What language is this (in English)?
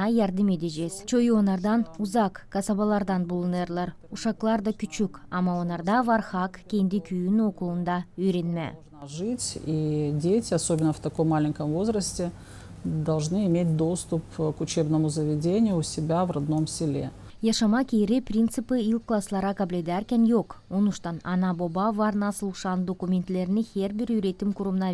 Gagauz